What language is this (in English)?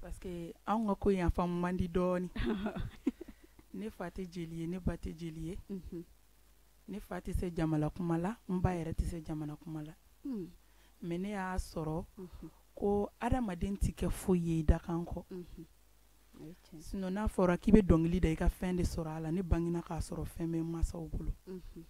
Bambara